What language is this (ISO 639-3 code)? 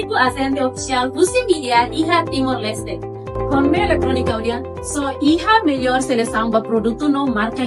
tet